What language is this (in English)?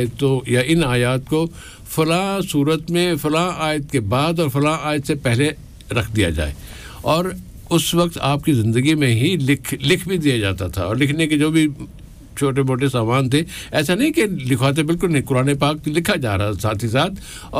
Urdu